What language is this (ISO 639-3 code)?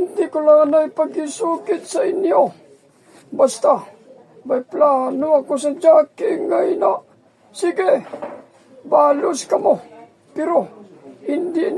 hil